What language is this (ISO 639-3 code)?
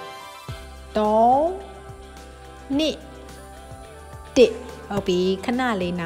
mya